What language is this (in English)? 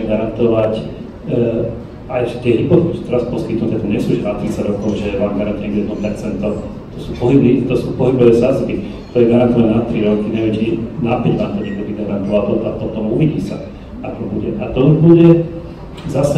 Slovak